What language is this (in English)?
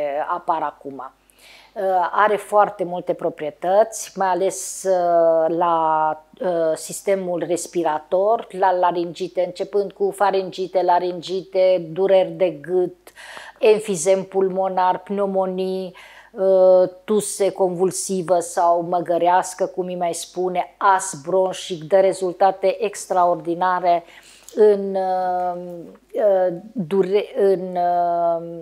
Romanian